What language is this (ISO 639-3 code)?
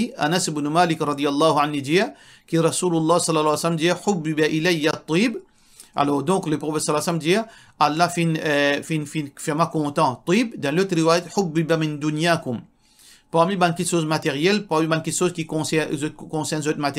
mfe